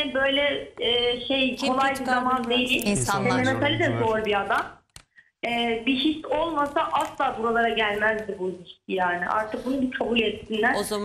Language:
Turkish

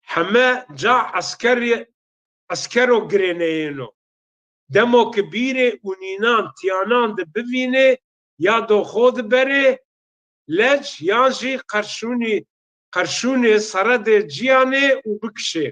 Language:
Zaza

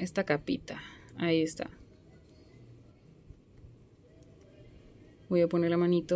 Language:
Spanish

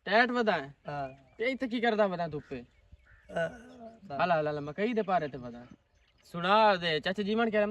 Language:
Western Panjabi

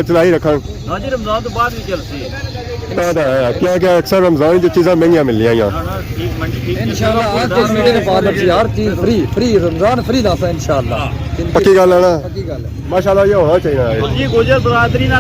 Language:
Pahari-Potwari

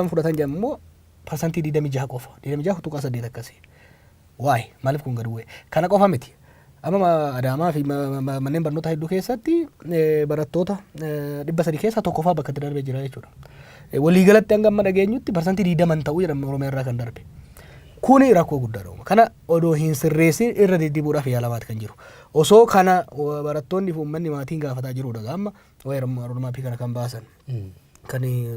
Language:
Oromo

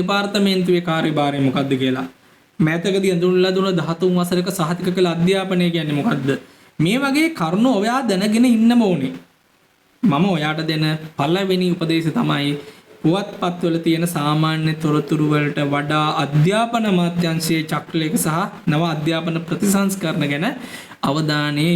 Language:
Sinhala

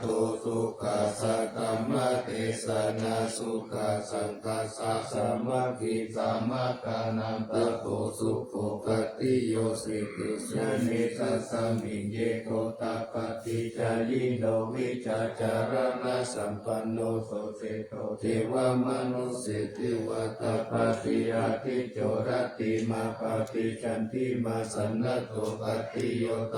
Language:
Pali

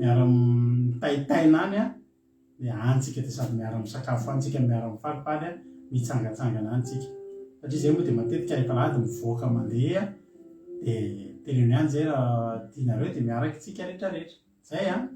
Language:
Malagasy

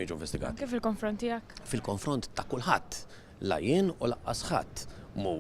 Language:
Maltese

